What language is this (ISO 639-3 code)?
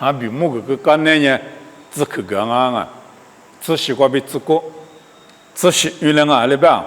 lis